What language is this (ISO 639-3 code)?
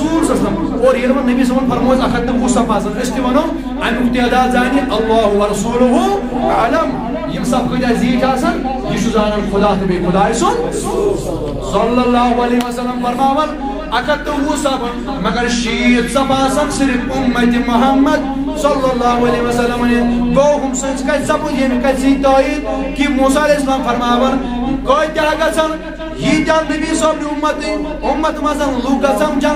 kas